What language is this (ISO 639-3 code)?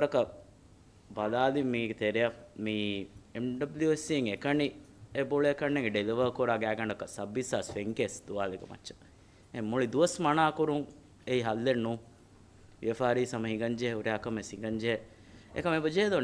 div